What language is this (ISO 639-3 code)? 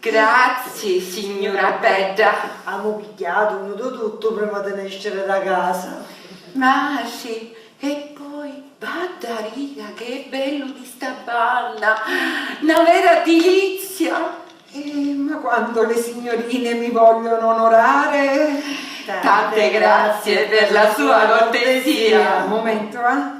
scn